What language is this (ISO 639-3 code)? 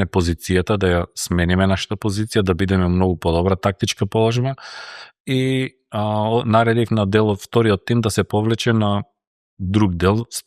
mkd